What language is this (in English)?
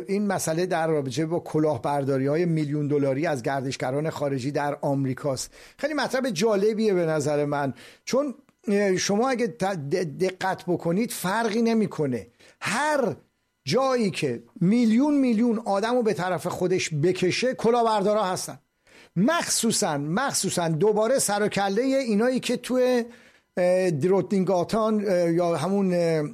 Persian